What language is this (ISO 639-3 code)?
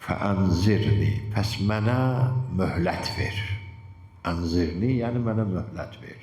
aze